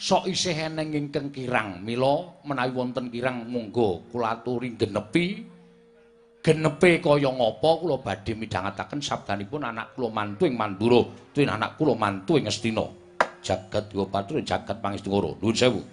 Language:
Javanese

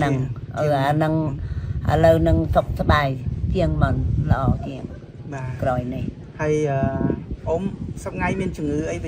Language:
Khmer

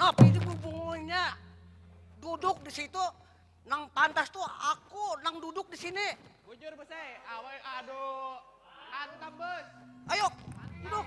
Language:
Banjar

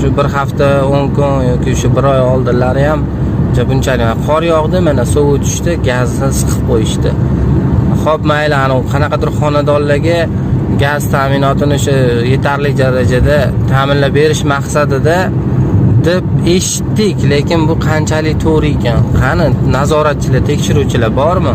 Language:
Uzbek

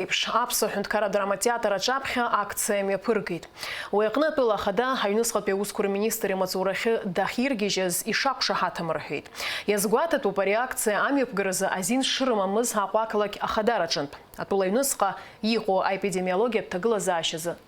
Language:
Abkhazian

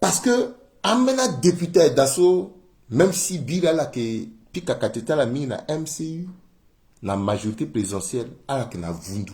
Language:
Sango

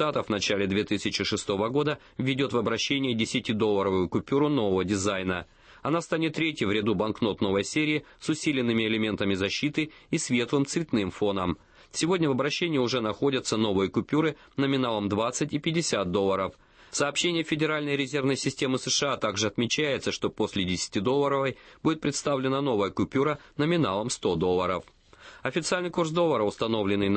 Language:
Russian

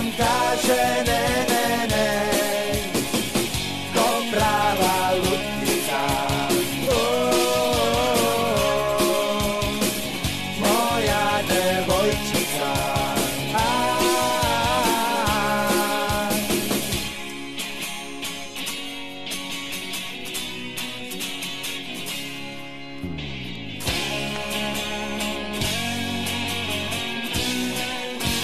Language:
Serbian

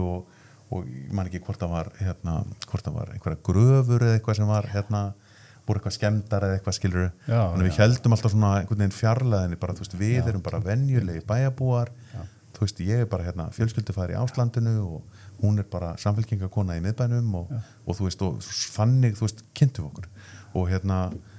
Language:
Icelandic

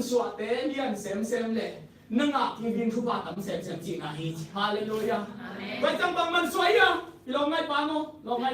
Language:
Tedim Chin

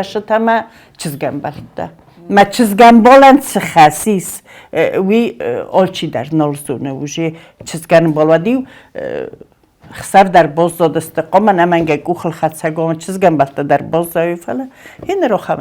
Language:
Ossetic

